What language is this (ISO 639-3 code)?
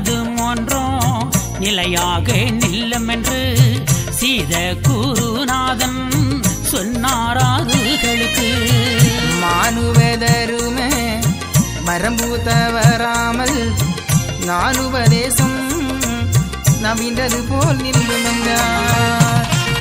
tam